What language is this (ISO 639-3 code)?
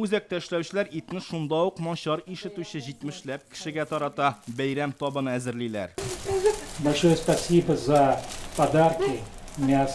tat